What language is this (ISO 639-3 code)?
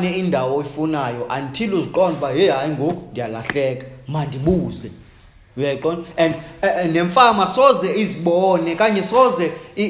xho